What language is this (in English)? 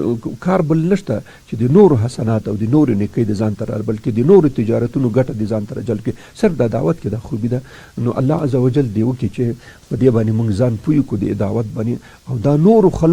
Pashto